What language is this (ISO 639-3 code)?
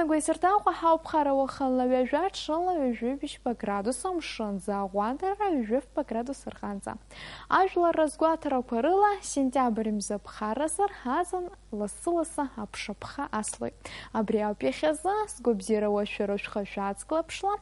abk